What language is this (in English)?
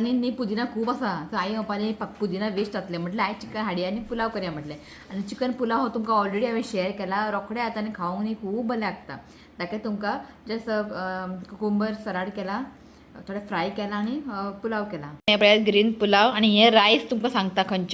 Konkani